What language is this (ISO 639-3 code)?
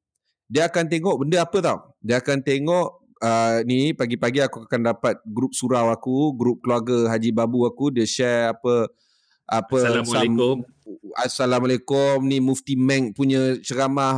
msa